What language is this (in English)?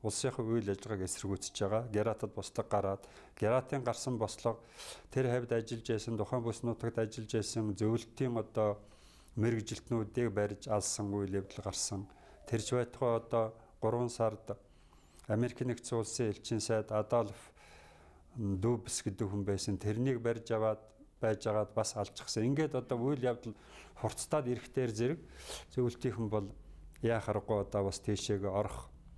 Mongolian